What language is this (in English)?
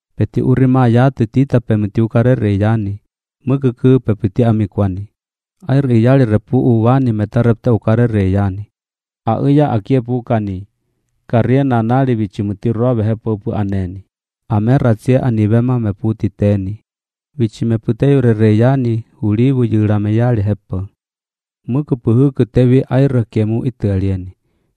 Slovenian